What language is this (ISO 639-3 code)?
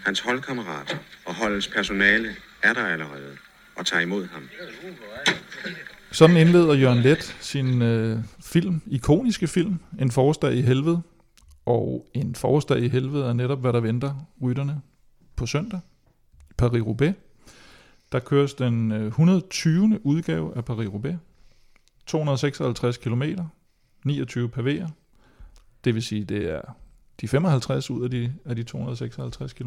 dan